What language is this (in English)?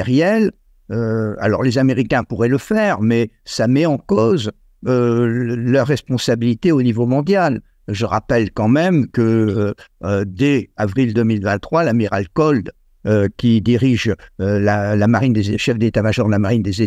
French